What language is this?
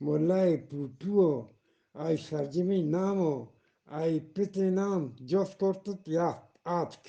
Eastern Balochi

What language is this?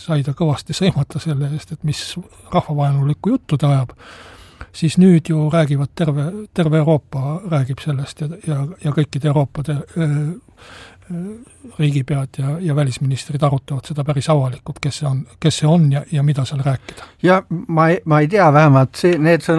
Estonian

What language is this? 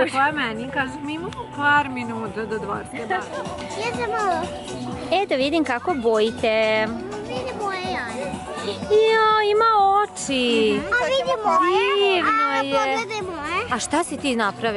Serbian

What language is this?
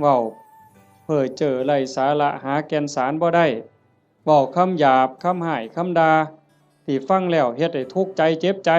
Northeastern Thai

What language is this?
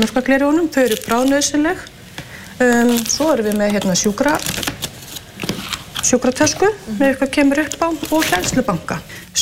Icelandic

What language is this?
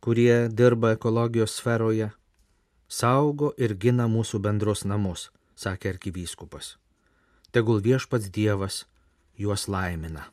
Lithuanian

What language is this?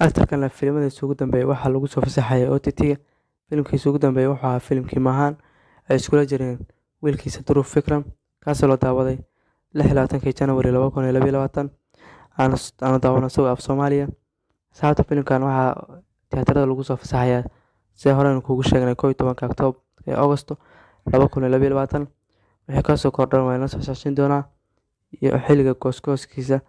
Somali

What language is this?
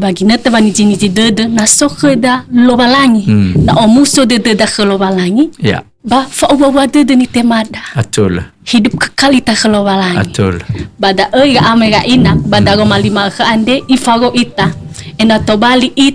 Nias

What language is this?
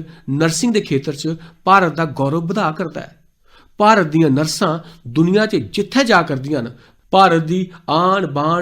Dogri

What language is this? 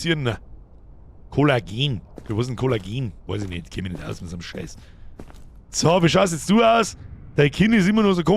Bavarian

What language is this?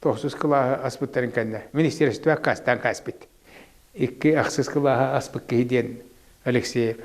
Yakut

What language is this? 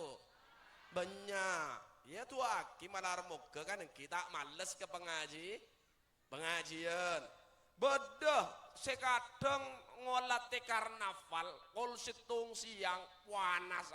Madurese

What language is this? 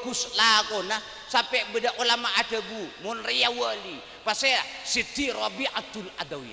Madurese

